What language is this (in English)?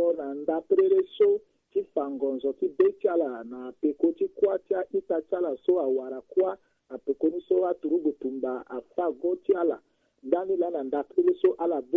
Sango